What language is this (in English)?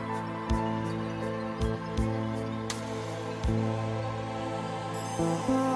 Bosnian